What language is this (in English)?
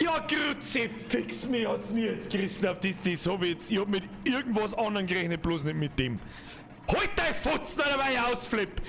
Bavarian